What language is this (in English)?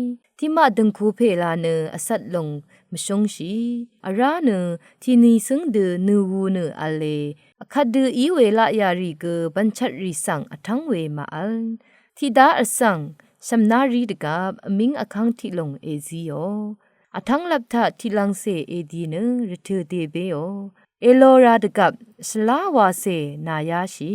Rawang